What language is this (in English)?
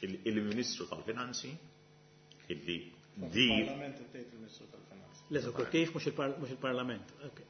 Maltese